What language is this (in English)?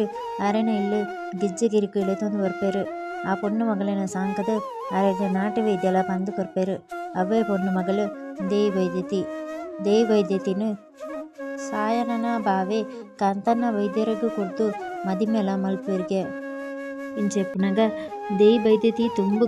Tulu